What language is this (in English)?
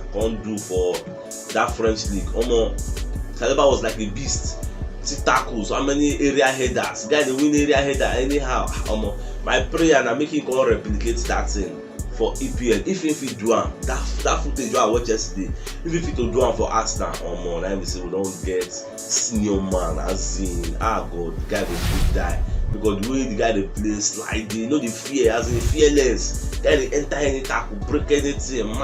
Nigerian Pidgin